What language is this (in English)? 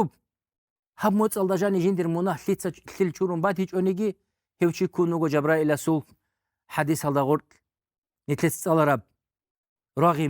Avaric